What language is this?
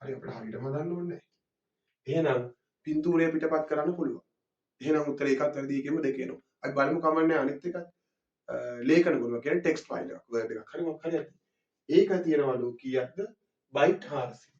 Sinhala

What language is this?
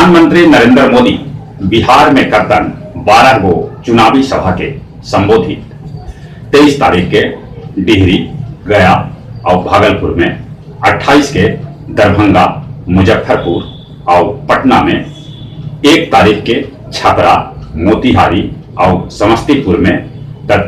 Magahi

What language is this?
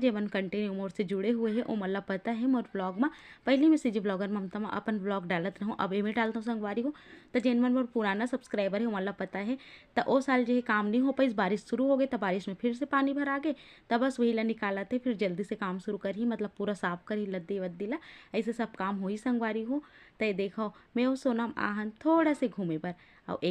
Chhattisgarhi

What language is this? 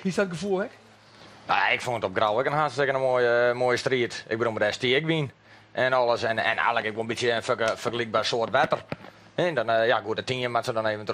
Western Frisian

